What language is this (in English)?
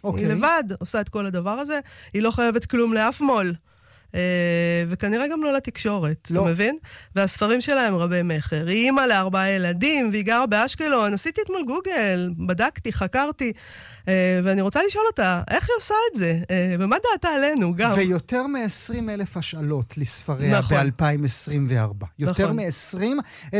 Hebrew